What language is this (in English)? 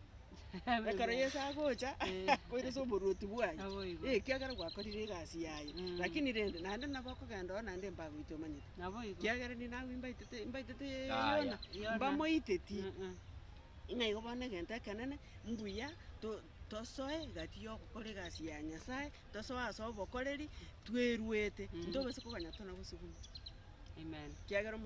Gusii